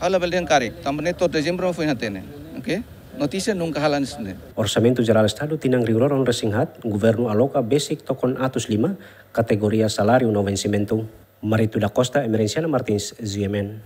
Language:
Tetum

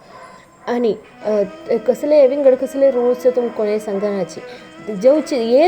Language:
Konkani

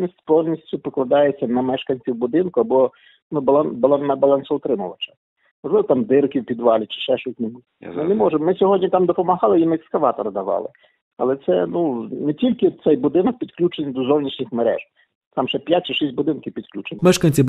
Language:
Ukrainian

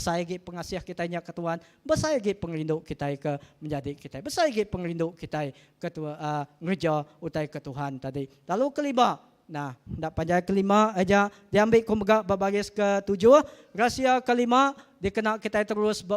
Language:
Iban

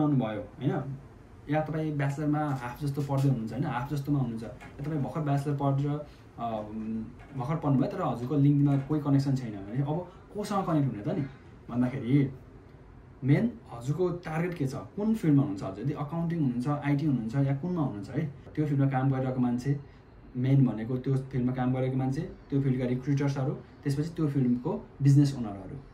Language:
Nepali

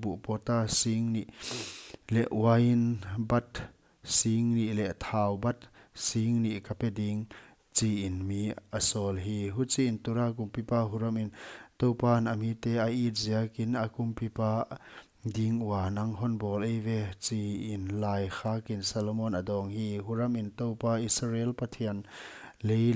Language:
Paite Chin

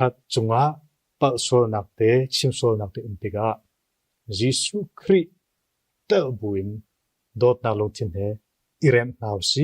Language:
Hakha Chin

